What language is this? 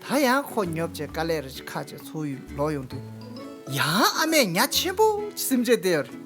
Tibetan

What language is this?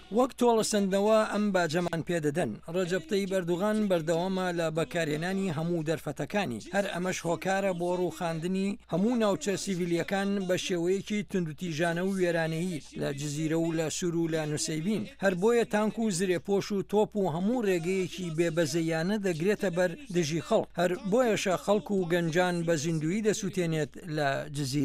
Central Kurdish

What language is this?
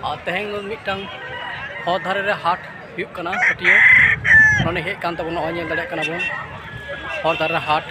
Santali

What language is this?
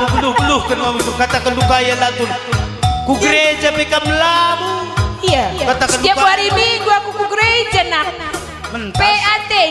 Batak Karo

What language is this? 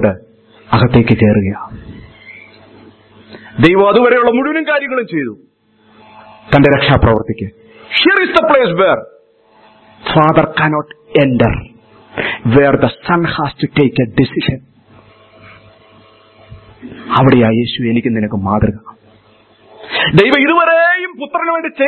Malayalam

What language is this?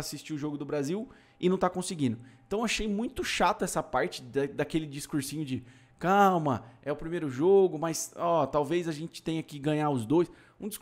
Portuguese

